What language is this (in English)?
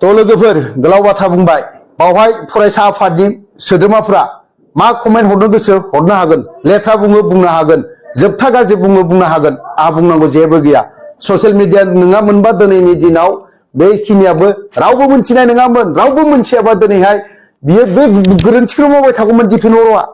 Bodo